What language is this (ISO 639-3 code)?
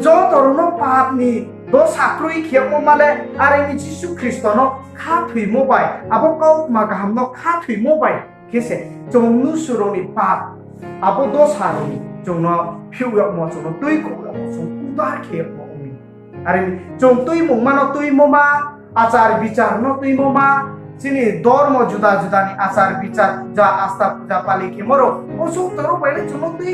ria